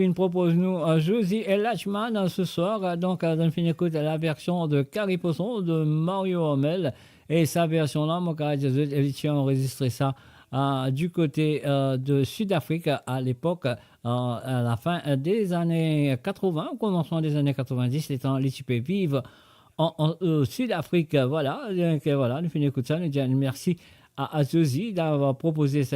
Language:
Morisyen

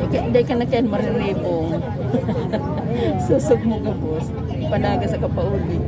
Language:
Bikol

